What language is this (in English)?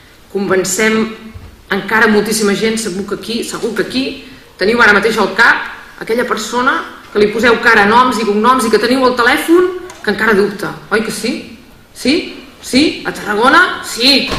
Catalan